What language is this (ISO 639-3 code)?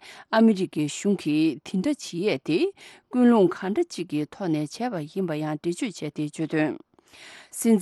bod